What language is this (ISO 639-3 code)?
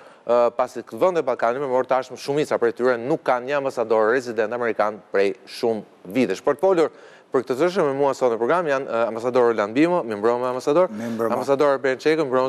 sqi